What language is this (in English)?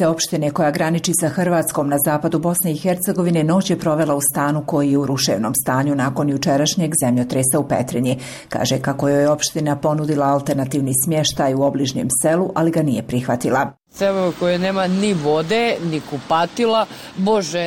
Bosnian